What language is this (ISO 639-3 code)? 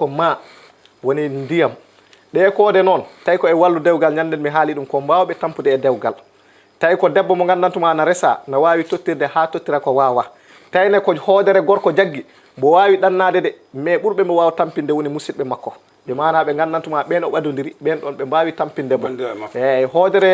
ful